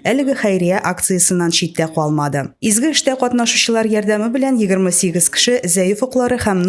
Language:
Tatar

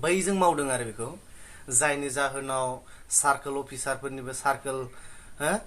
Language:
Bodo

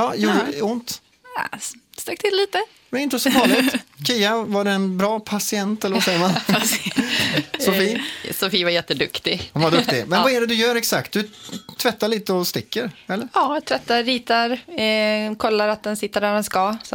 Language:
Swedish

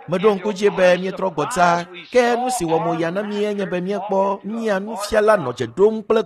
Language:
Ewe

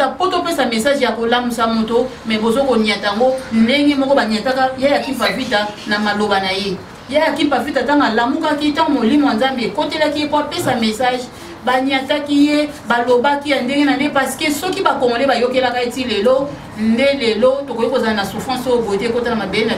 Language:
Lingala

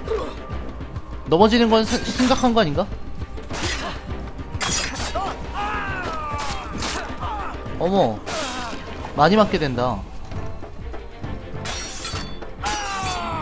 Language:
Korean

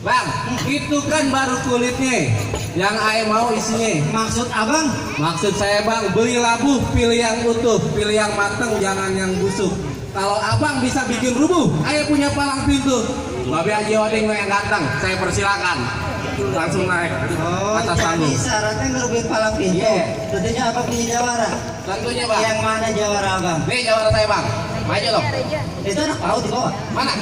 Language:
Betawi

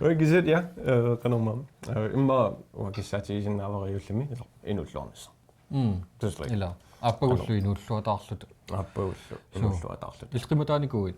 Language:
Kalaallisut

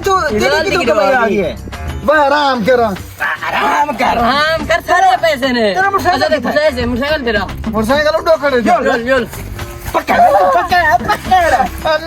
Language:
Saraiki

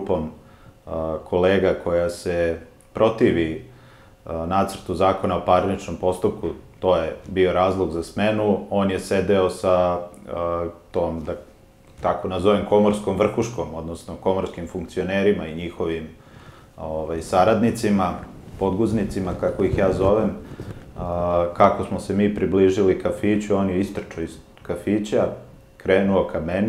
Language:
Serbian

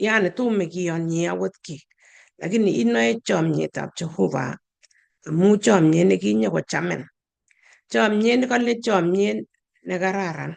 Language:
Kalenjin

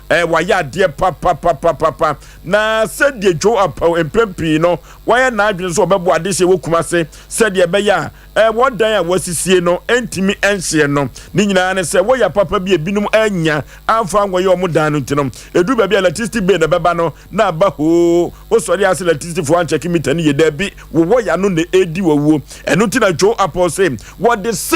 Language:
Akan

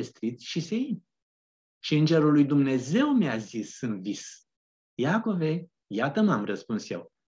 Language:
Romanian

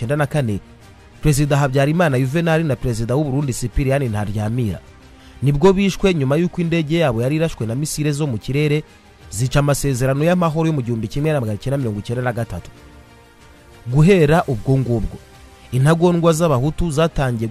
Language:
Kinyarwanda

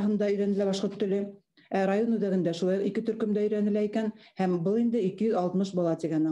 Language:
Bashkir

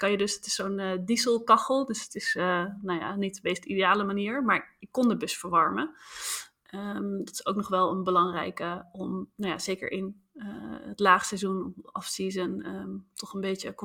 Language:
Dutch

